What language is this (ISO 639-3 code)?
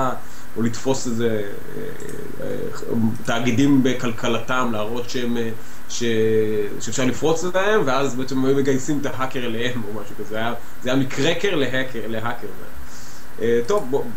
heb